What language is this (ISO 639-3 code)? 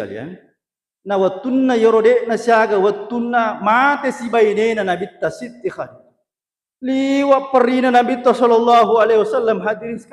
bug